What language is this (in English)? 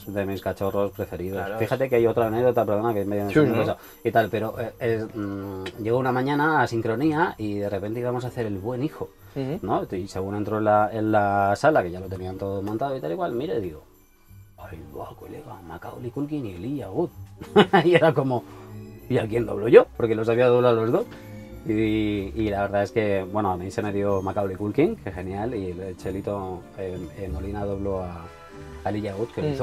Spanish